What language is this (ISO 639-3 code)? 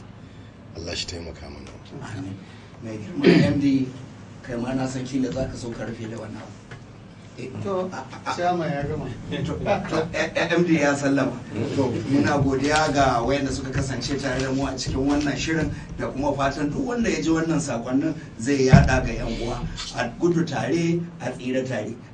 hau